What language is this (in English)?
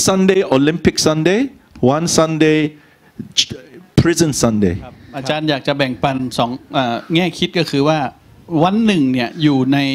Thai